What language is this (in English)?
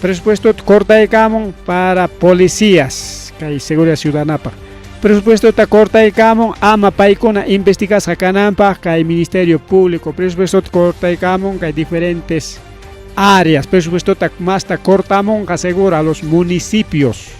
Ayacucho Quechua